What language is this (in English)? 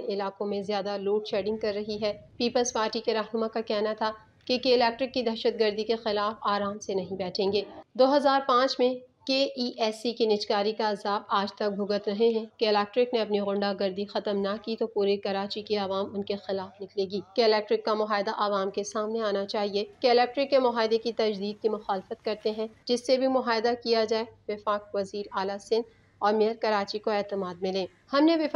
Urdu